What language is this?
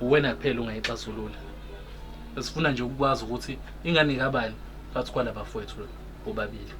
Zulu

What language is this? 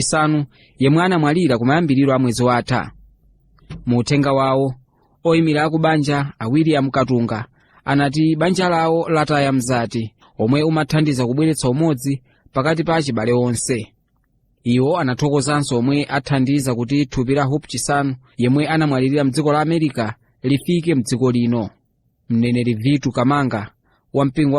Nyanja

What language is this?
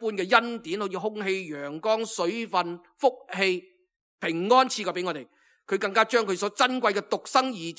Cantonese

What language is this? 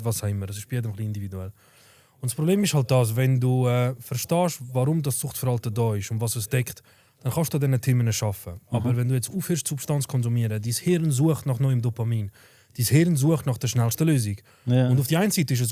Swiss German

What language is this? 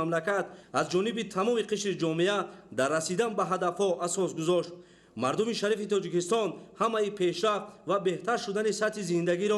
Tajik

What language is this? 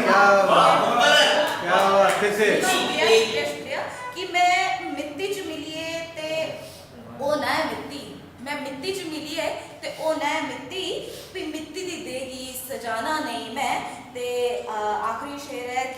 Dogri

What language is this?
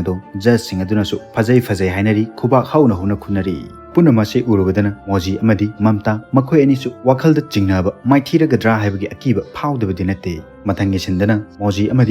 Manipuri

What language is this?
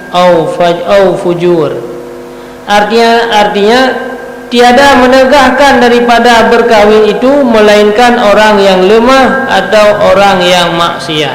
Achinese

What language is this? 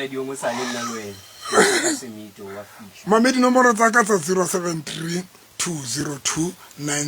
Southern Sotho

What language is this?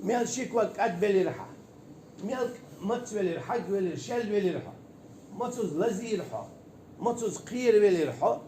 Chechen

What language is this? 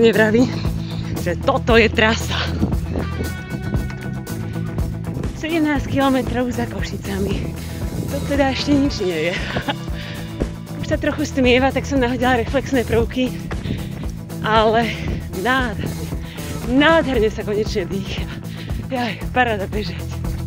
Slovak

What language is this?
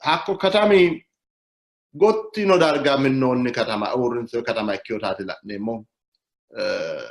Sidamo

